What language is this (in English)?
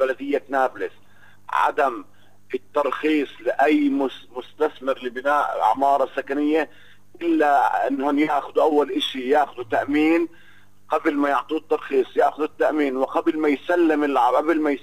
North Levantine Arabic